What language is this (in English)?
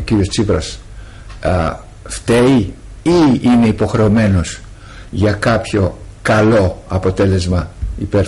Greek